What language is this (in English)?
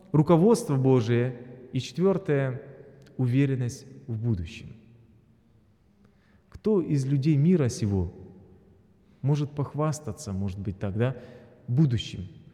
Russian